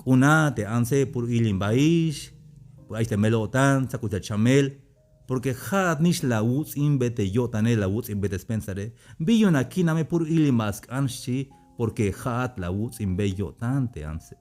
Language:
Tzeltal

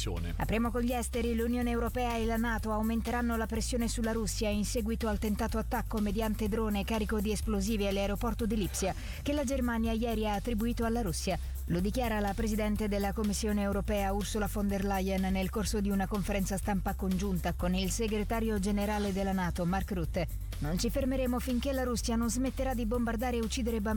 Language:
Italian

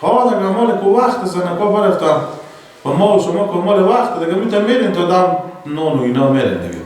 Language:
Persian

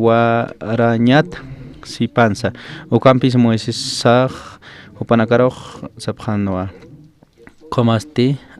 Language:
Aymara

